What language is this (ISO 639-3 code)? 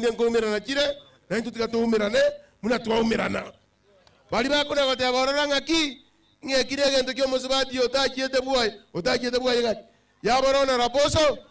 guz